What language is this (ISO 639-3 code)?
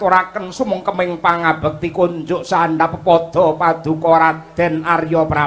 jav